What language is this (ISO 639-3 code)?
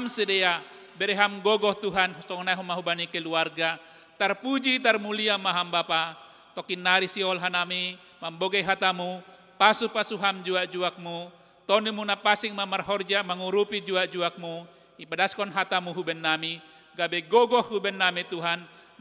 bts